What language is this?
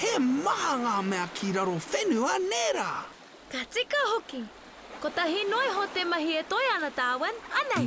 Māori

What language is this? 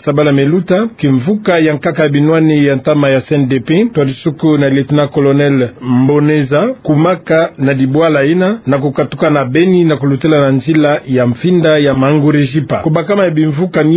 Kituba (Democratic Republic of Congo)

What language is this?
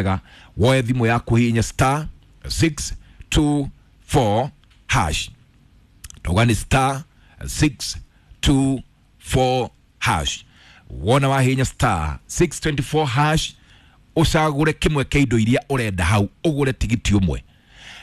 Kikuyu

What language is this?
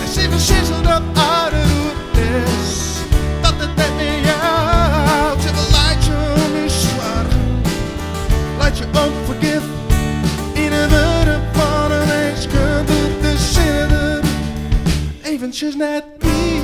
Western Frisian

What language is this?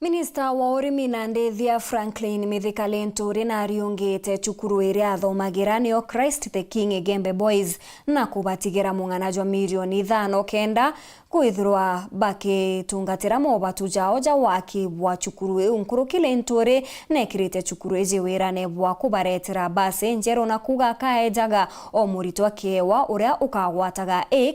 Meru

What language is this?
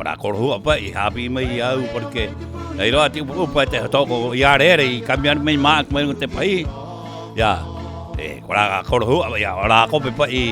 Rapanui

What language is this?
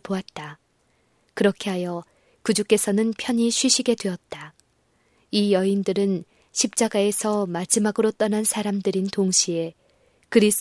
Korean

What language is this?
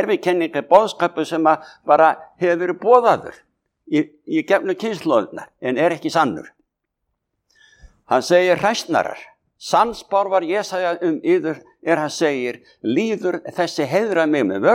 Icelandic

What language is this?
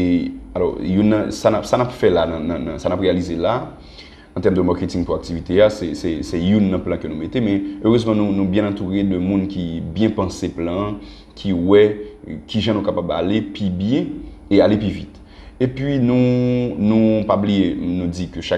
Haitian Creole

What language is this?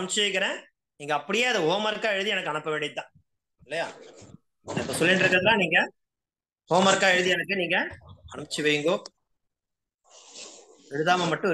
Tamil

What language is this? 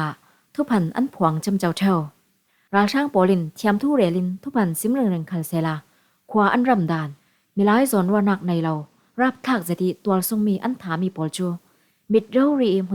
Falam Chin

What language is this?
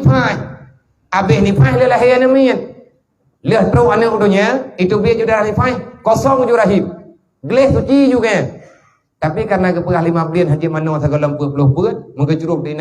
Achinese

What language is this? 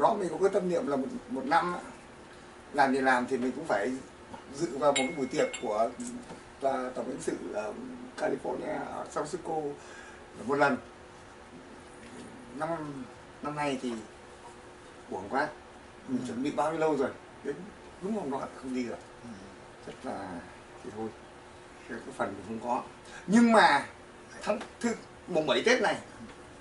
Vietnamese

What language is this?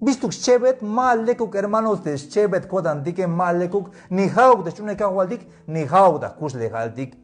Tzeltal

